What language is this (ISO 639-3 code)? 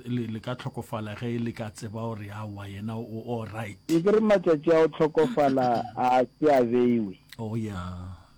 nso